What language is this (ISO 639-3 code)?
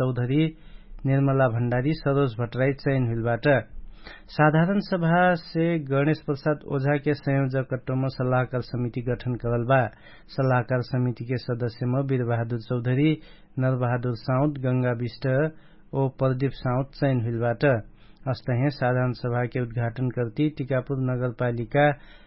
thl